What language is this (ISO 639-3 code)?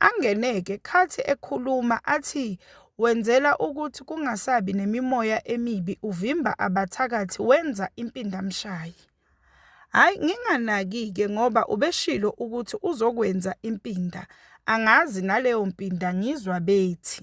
zul